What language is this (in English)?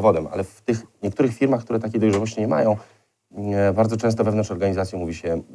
Polish